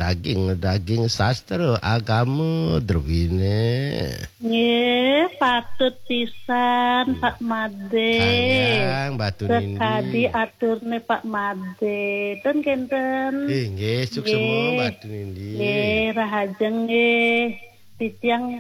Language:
Balinese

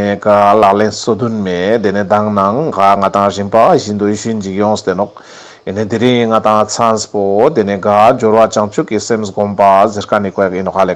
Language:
Ladakhi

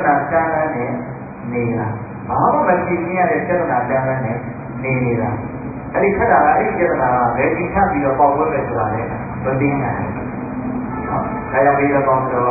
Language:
Burmese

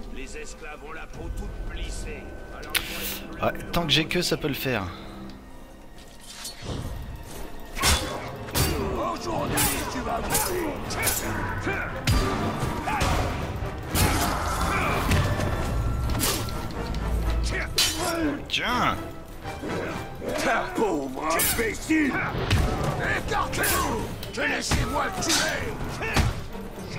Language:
French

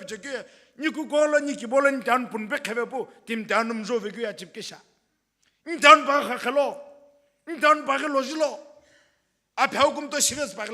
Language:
Sumi Naga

